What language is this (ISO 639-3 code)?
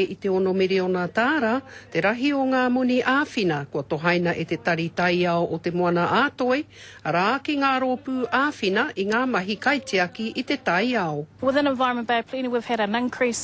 mri